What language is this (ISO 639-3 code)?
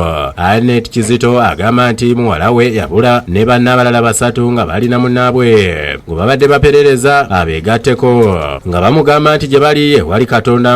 lug